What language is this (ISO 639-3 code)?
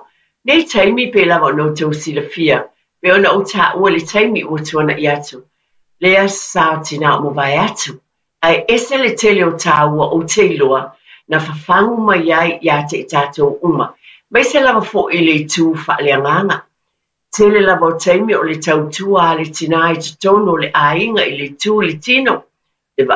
smo